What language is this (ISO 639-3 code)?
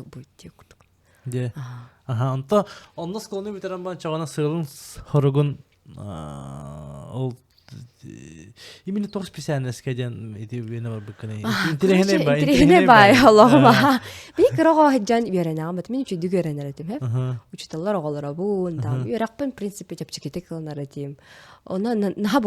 sah